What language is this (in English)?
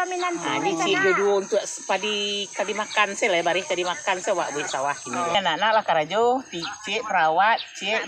Minangkabau